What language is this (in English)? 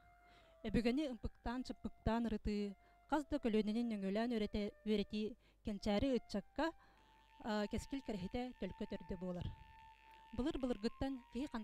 Yakut